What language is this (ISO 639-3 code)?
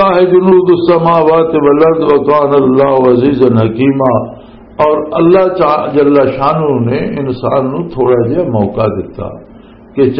lah